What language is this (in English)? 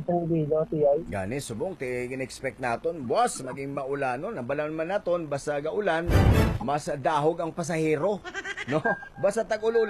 Hiligaynon